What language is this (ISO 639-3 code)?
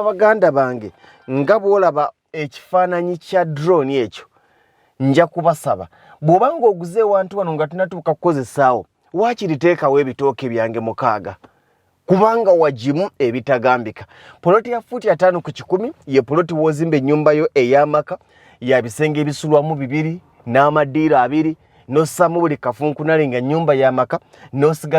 lug